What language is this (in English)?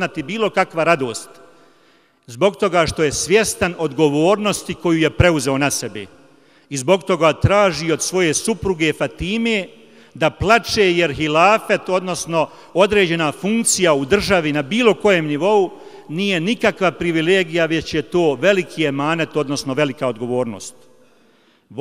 Bosnian